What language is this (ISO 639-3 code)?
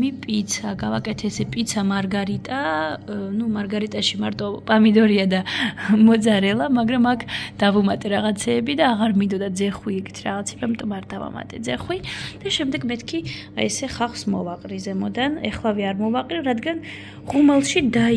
kat